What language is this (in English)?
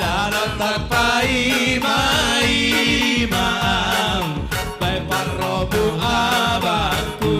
Batak Simalungun